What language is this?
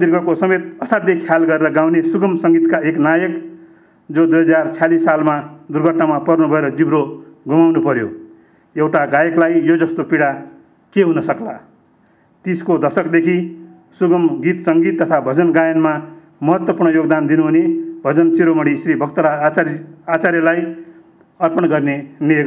Nepali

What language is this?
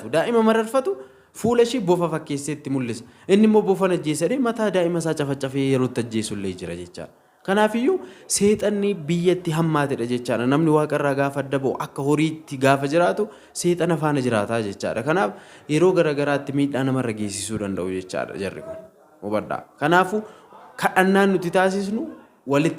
Oromo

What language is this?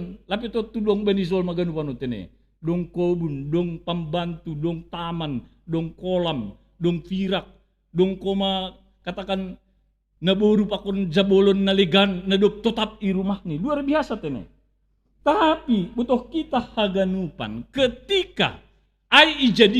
Batak Simalungun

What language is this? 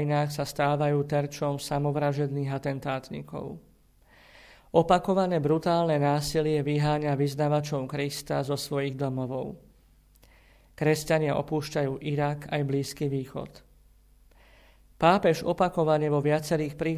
Slovak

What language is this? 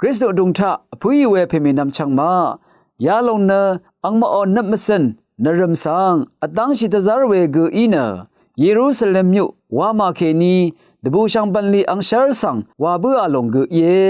Rawang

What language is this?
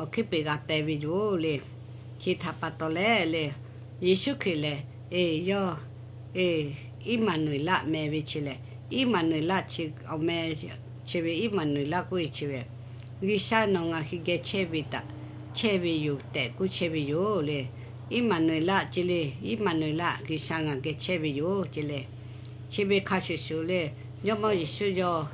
Lahu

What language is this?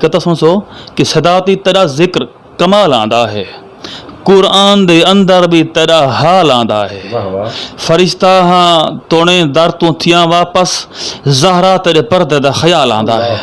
Western Panjabi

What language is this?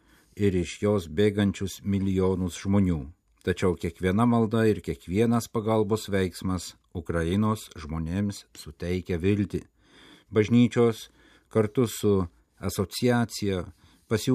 Lithuanian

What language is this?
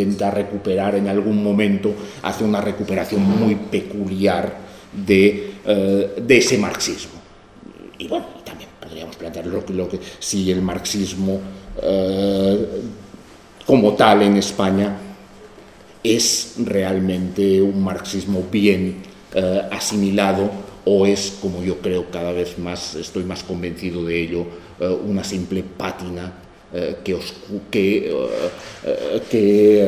Spanish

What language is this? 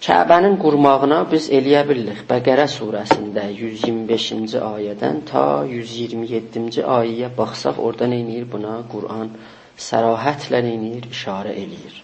South Azerbaijani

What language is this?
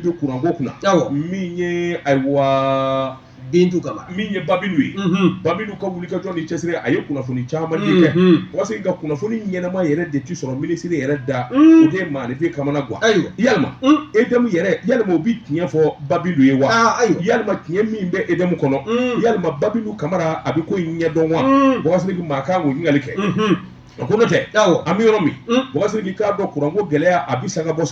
Bambara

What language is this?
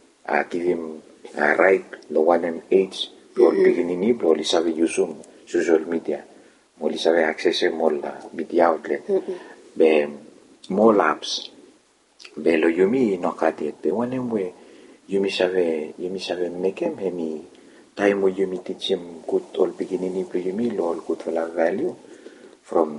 Bislama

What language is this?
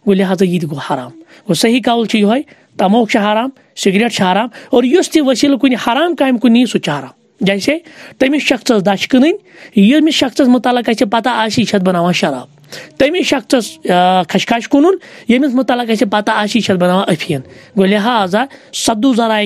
Kashmiri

